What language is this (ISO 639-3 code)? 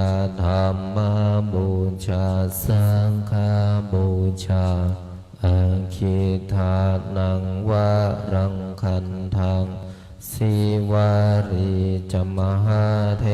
pli